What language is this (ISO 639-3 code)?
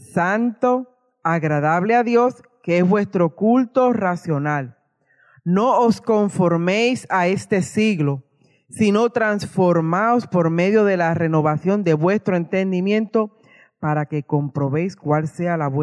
spa